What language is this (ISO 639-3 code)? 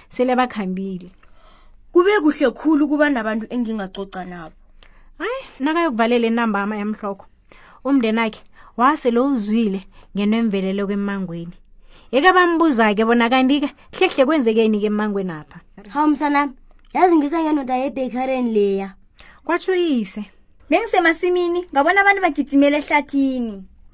nbl